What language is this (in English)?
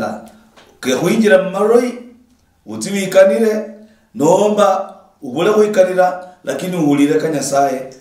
Luyia